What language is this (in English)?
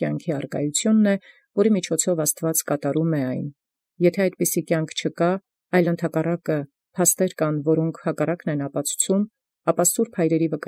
Armenian